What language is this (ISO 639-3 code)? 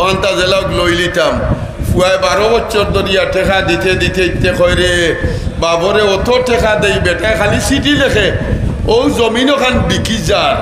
syl